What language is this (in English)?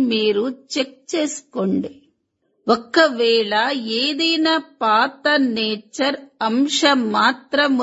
Telugu